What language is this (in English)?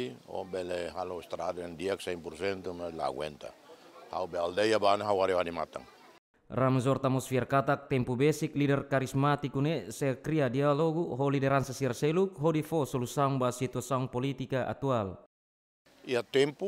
Tetum